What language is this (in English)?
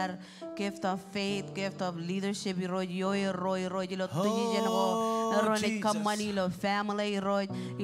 Marshallese